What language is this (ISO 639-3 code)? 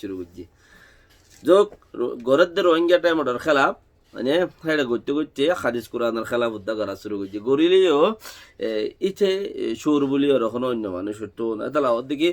rhg